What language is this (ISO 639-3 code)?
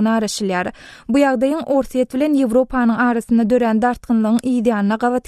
tuk